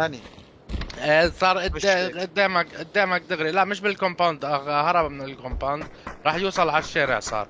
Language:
North Levantine Arabic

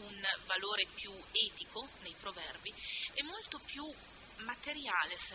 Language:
Italian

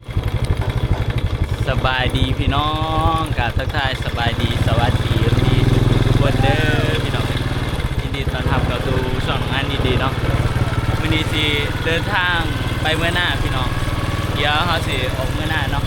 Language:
Northeastern Thai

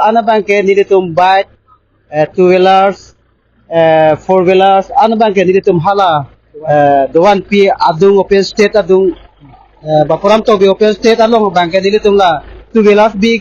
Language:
Karbi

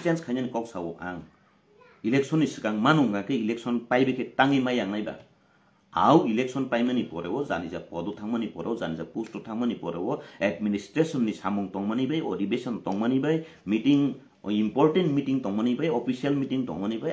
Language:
Kok Borok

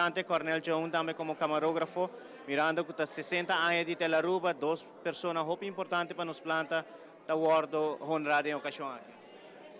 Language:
Papiamento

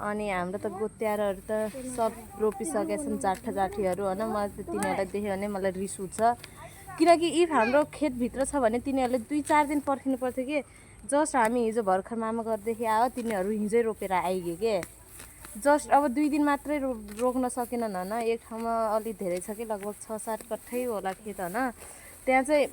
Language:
Nepali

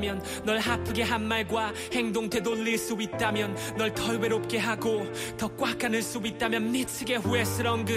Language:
Korean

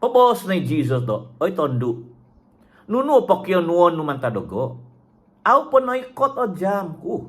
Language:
Central Dusun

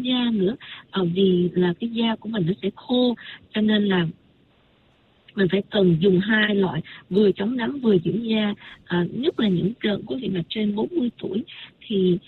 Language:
Vietnamese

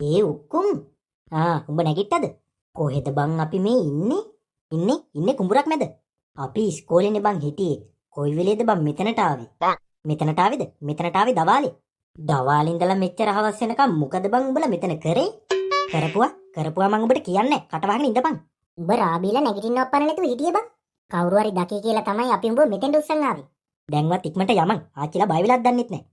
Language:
Sinhala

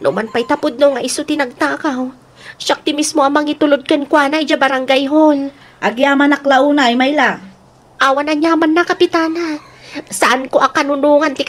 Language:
Iloko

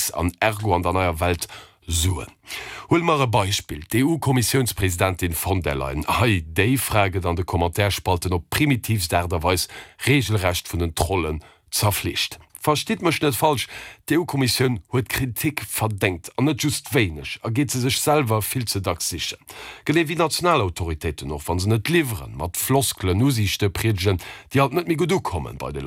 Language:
Luxembourgish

